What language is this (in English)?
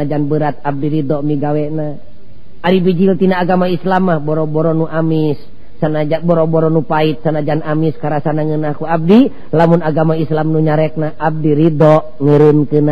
Sundanese